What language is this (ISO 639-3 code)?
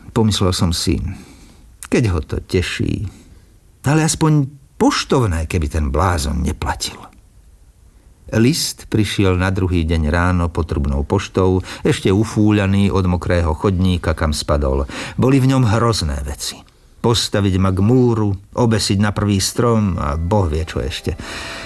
slk